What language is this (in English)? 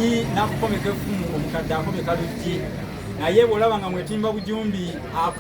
Ganda